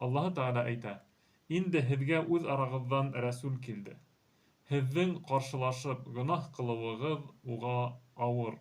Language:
Bashkir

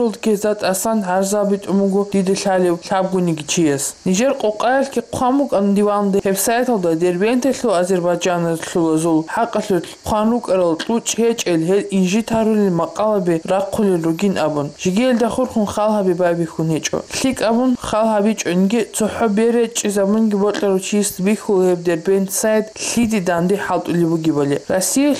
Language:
Avaric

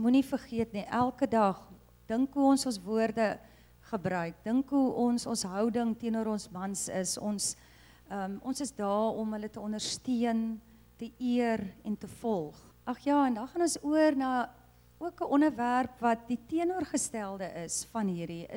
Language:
Afrikaans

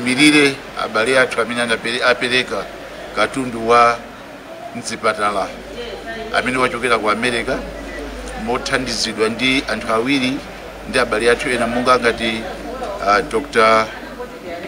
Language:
Nyanja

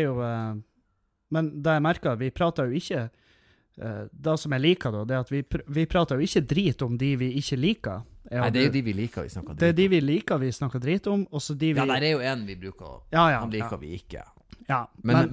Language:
Norwegian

